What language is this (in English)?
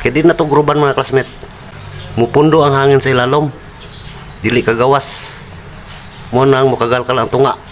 Cebuano